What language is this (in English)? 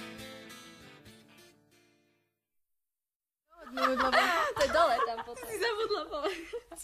Slovak